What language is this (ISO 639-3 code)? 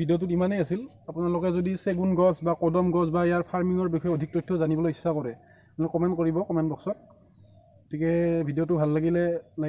asm